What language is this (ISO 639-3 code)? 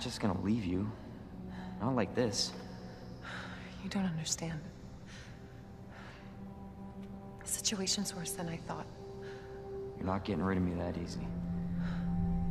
eng